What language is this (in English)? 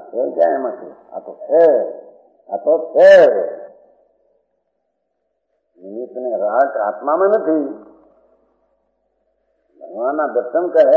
Gujarati